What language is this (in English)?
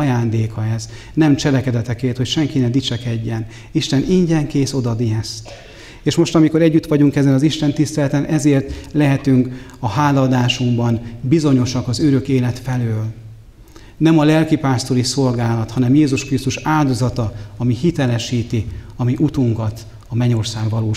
Hungarian